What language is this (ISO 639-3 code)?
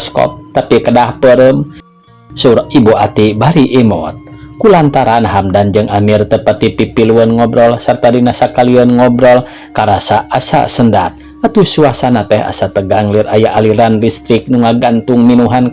sun